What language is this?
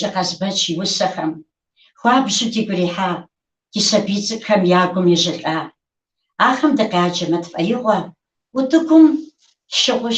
Kabardian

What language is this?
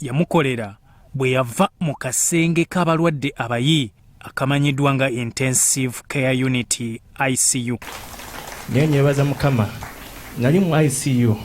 Ganda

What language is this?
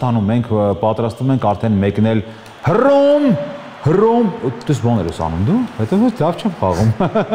Armenian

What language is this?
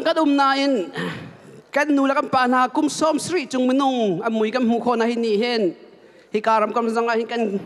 Hakha Chin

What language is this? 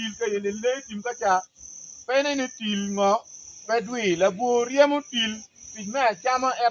Acoli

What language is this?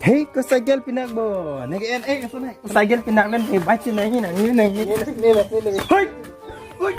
Karbi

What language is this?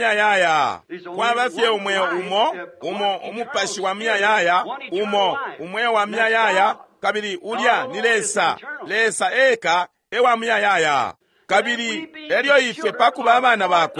Bemba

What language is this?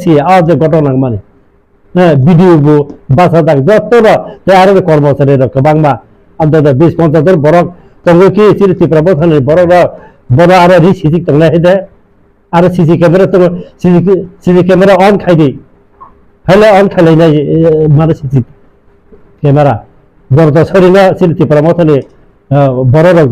Kok Borok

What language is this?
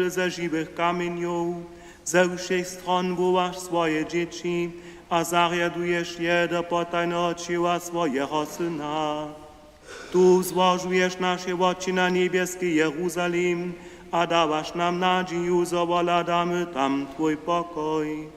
Upper Sorbian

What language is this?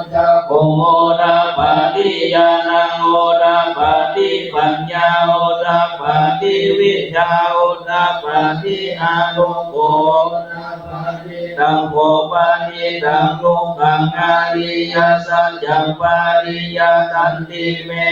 Pali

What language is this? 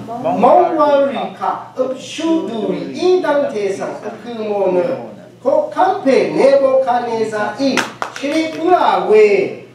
Rawang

